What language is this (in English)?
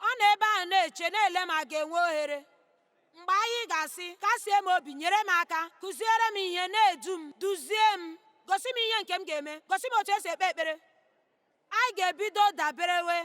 Igbo